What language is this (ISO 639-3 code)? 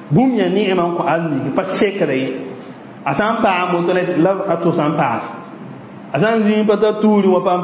mos